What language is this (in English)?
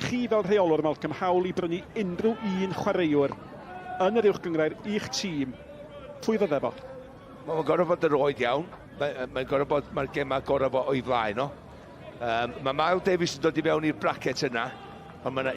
Welsh